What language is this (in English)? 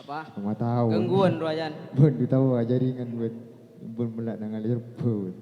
Madurese